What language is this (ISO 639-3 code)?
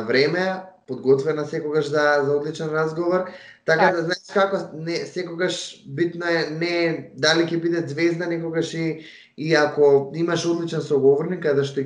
mkd